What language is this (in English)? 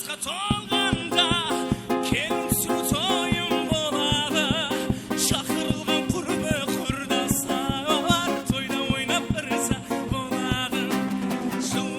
Kara-Kalpak